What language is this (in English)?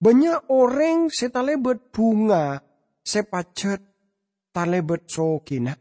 Madurese